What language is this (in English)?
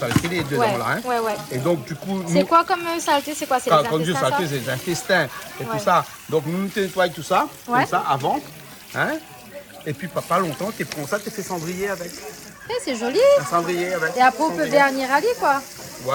Réunion Creole French